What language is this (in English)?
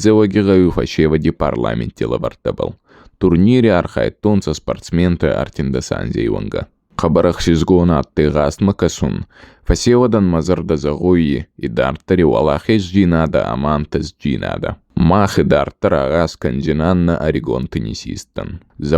Ossetic